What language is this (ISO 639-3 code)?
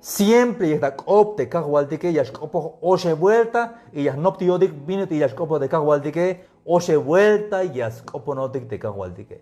tzh